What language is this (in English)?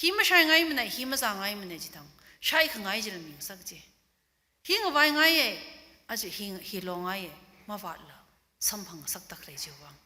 Tangkhul Naga (India)